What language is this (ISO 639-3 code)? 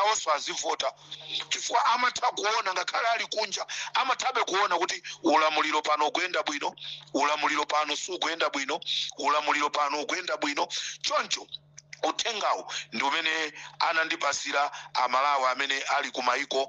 nya